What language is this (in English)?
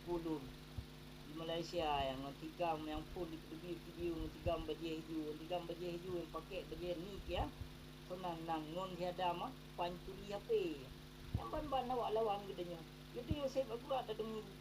Achinese